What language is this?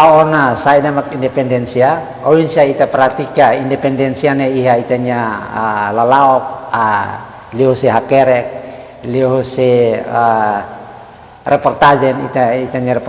Tetum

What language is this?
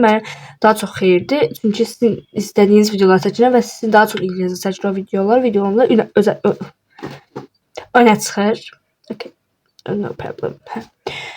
Azerbaijani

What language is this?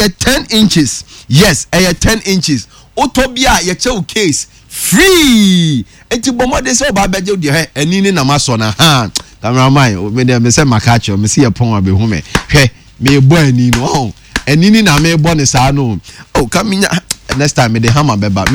Akan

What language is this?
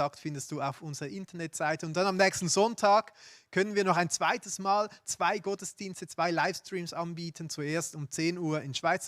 Swiss German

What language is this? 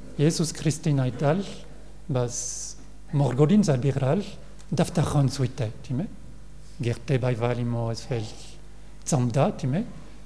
Mongolian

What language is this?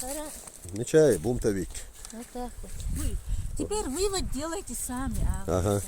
Chechen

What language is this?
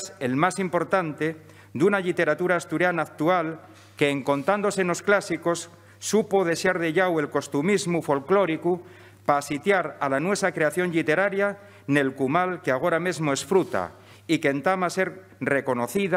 Asturian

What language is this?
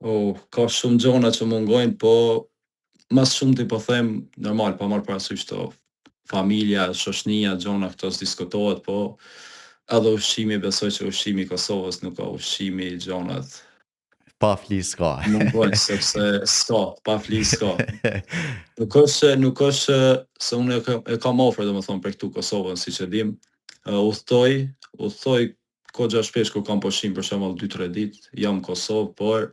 Albanian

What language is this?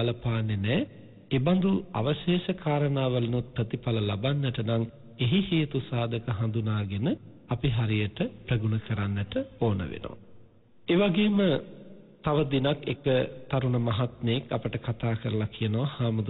Sinhala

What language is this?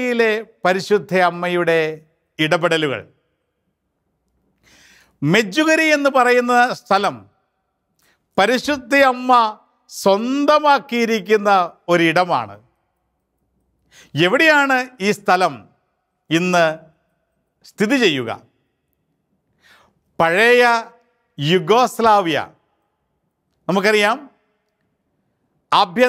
Malayalam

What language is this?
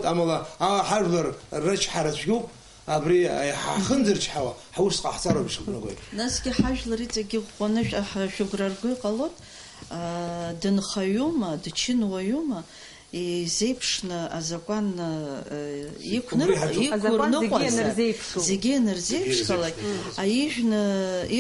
Abkhazian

